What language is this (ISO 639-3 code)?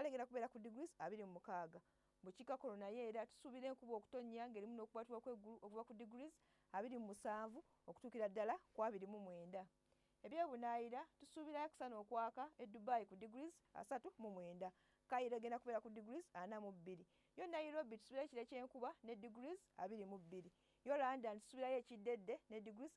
lug